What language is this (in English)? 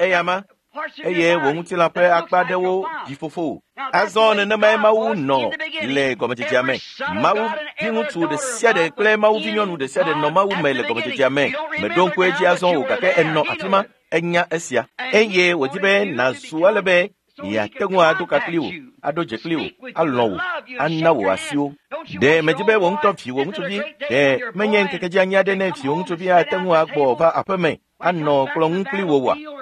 Ewe